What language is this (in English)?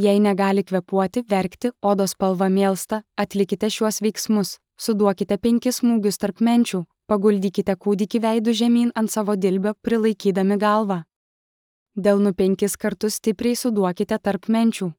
Lithuanian